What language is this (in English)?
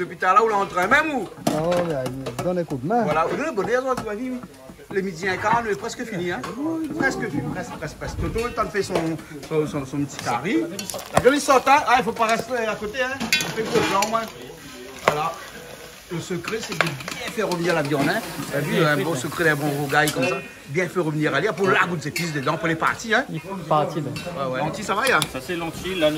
Réunion Creole French